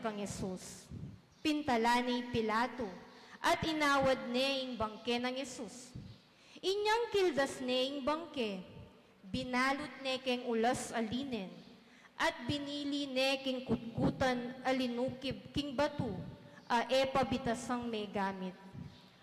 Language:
Pampanga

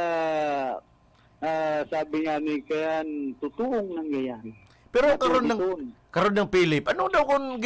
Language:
Bikol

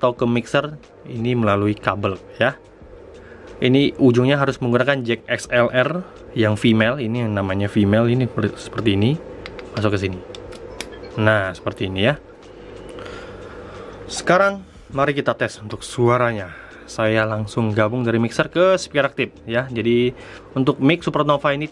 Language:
Indonesian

